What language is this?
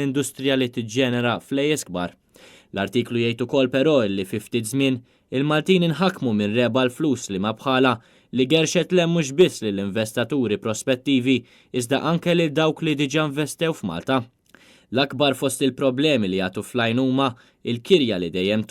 Maltese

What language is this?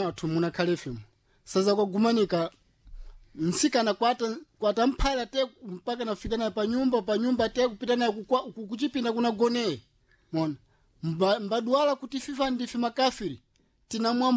Sena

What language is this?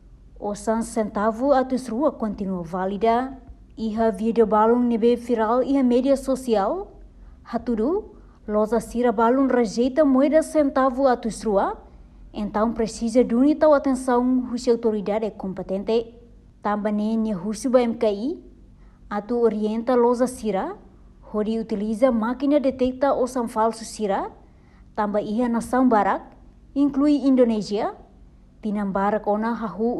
Tetum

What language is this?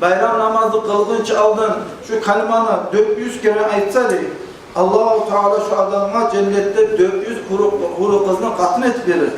Kumyk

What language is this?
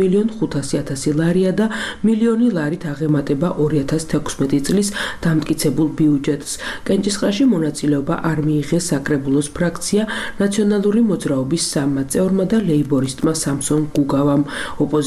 Georgian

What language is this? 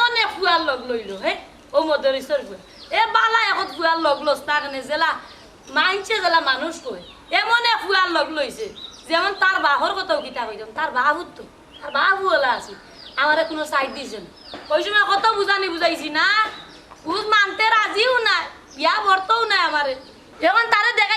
Sylheti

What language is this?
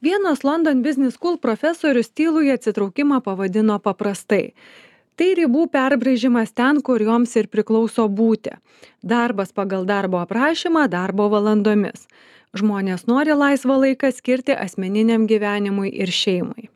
Lithuanian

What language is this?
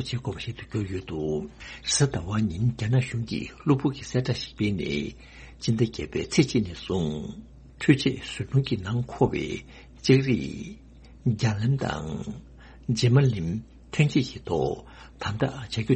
Tibetan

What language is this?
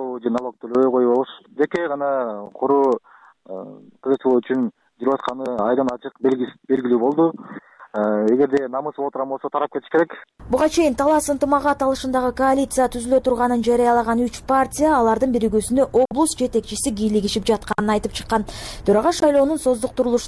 Kyrgyz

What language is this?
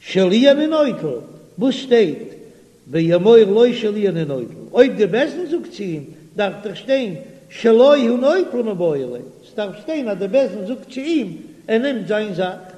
Yiddish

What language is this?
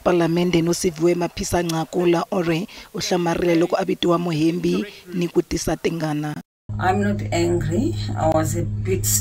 Tsonga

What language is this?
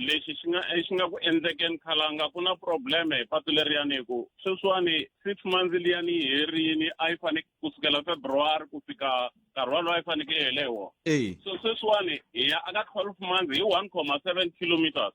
Tsonga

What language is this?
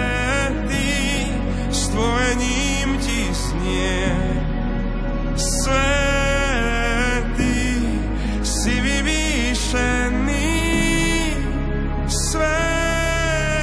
Slovak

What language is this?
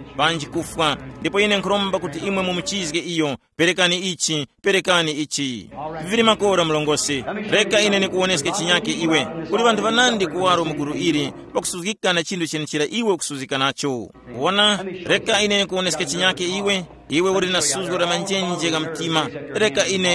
Tumbuka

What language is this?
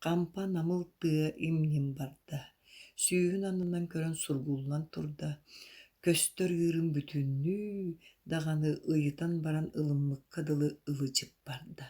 Yakut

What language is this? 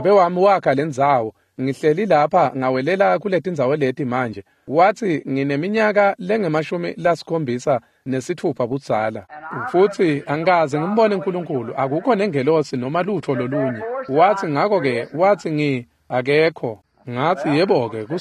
Swati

